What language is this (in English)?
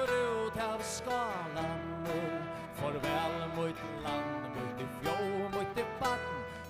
Faroese